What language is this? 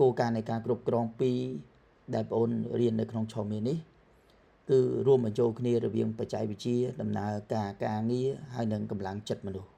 Khmer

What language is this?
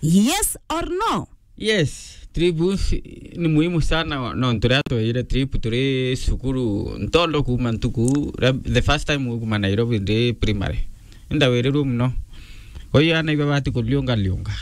Meru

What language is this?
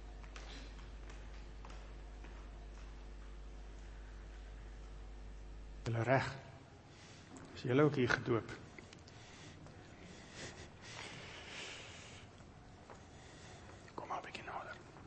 Afrikaans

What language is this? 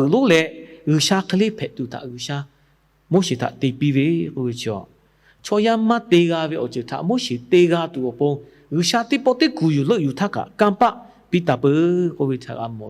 Lahu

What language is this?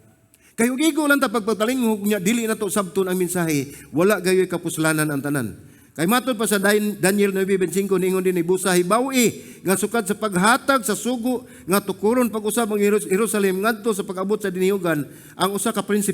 Cebuano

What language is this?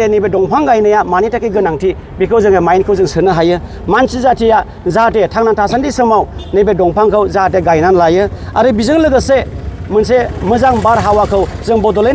Bodo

